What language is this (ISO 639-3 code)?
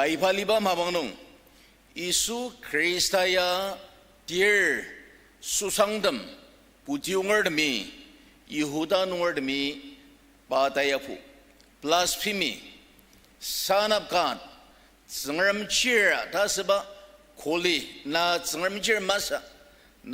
njo